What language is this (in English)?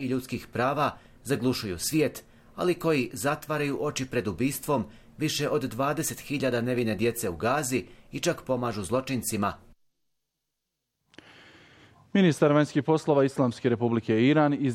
Bosnian